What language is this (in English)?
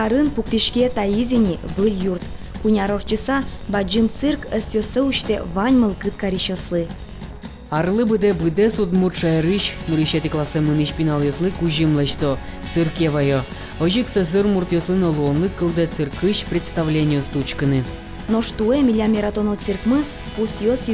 Udmurt